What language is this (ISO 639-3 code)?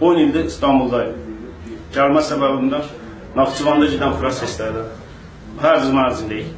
aze